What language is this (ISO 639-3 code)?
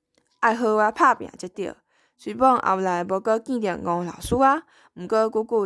nan